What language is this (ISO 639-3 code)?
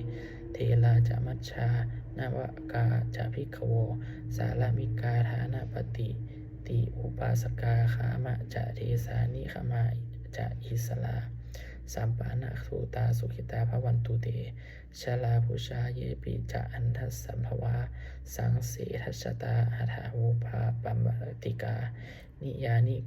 pli